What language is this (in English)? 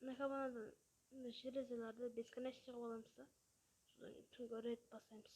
Kara-Kalpak